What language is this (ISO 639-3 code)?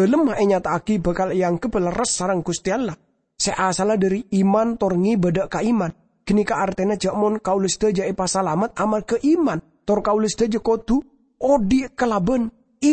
mad